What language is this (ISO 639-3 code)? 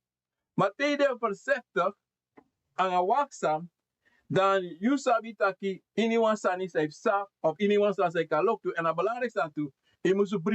srn